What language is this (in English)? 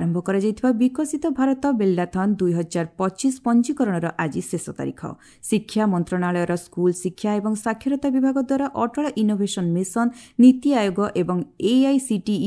Odia